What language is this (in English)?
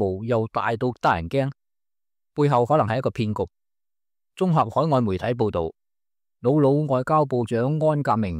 Cantonese